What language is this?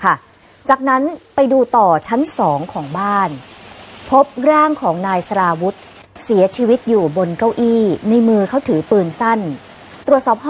Thai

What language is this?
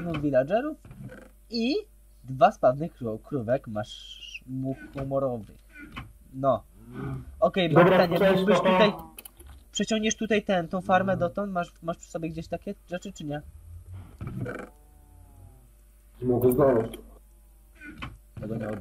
Polish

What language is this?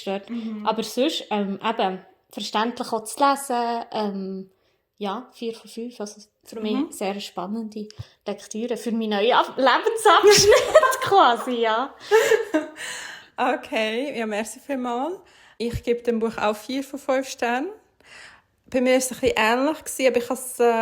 Swiss German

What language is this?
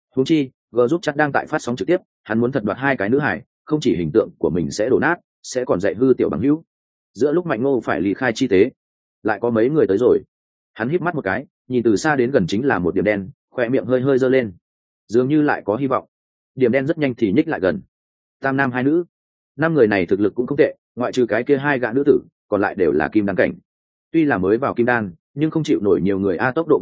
Vietnamese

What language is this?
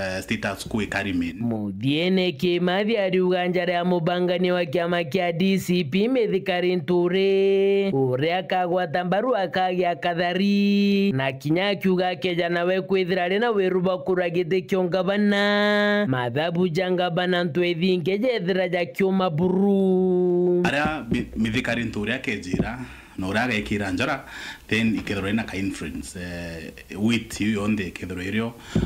Meru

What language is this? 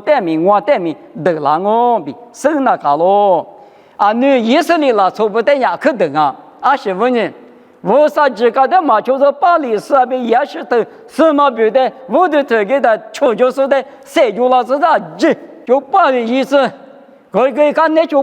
Lisu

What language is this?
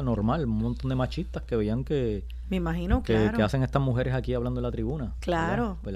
Spanish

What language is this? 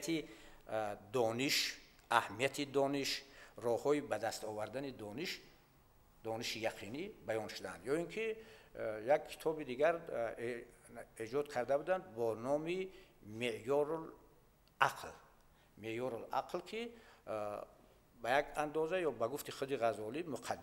Tajik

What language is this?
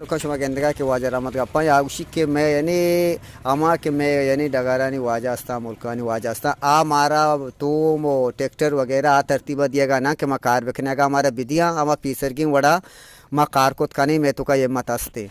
Eastern Balochi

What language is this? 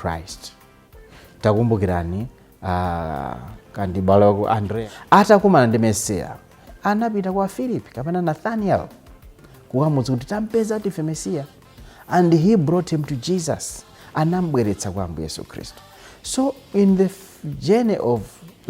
Nyanja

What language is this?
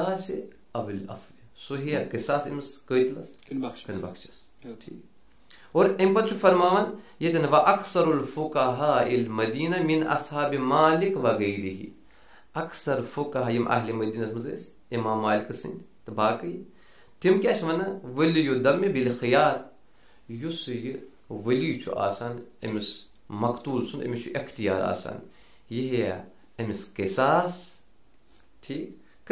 Kashmiri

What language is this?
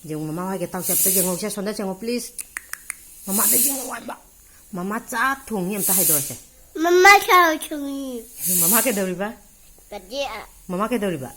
Manipuri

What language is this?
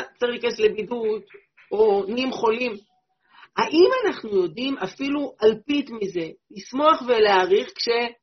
Hebrew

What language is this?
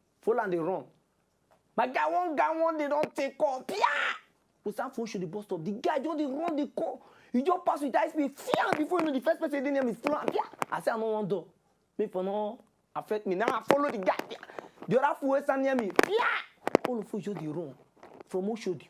Nigerian Pidgin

